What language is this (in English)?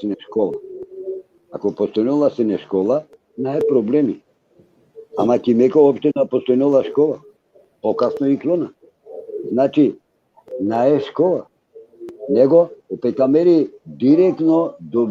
Balkan Romani